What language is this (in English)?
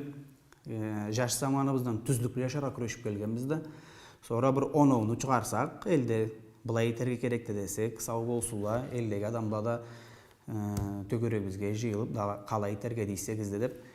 Karachay-Balkar